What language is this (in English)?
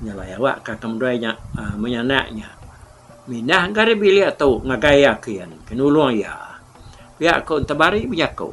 Iban